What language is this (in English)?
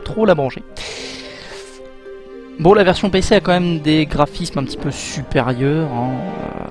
French